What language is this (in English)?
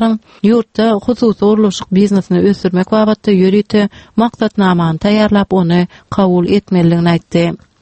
Turkmen